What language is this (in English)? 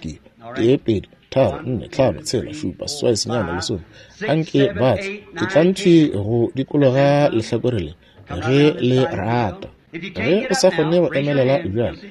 Northern Sotho